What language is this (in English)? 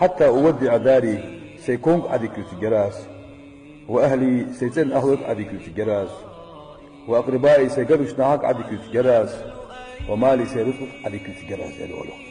Ingush